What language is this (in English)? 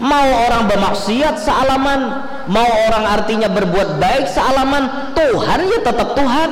Banjar